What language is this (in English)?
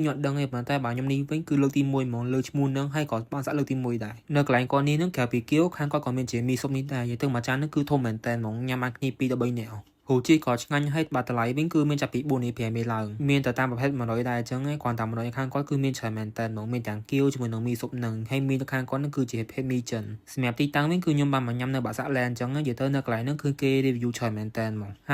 Khmer